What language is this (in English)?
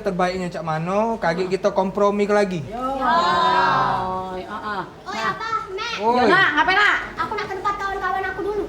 Musi